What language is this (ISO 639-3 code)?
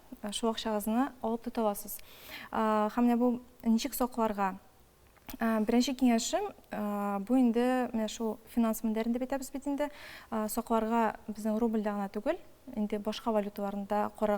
tat